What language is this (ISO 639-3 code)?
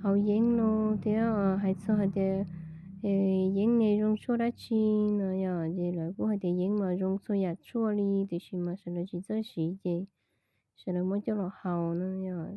hmn